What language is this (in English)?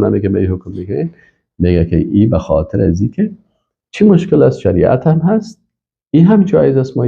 Persian